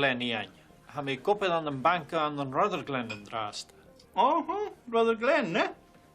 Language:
Scottish Gaelic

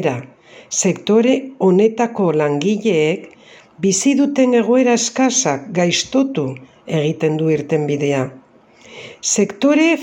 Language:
Basque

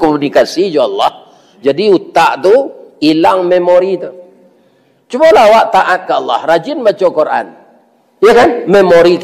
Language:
Minangkabau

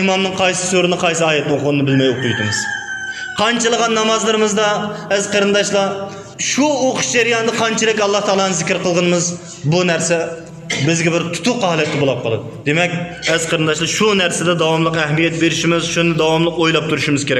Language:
Uyghur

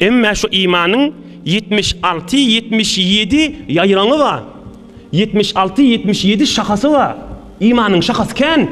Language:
Turkmen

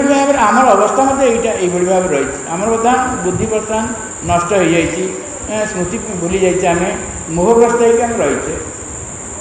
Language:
Odia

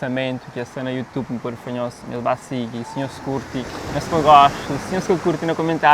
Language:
Kabuverdianu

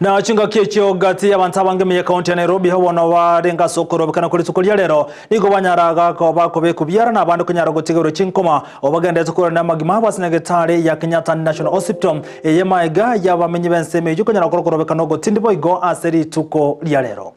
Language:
Gusii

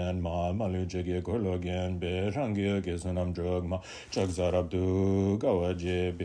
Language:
Tibetan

